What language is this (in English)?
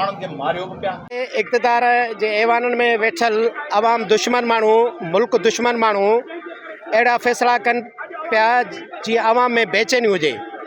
Sindhi